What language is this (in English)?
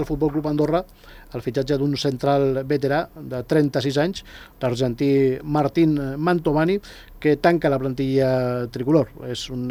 Catalan